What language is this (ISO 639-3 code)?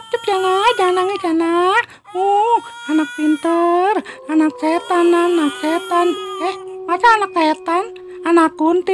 bew